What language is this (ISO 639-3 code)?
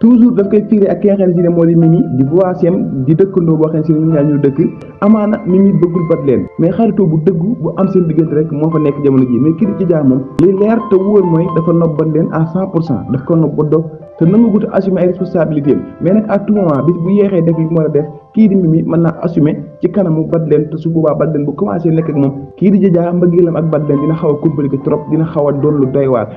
wol